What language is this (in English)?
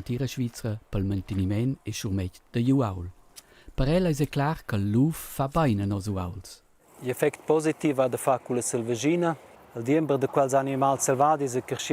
Romansh